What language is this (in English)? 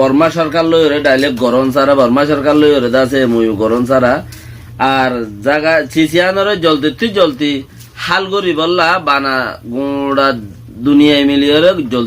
Rohingya